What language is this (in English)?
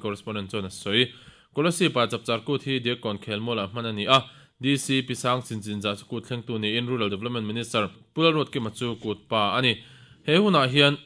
Mizo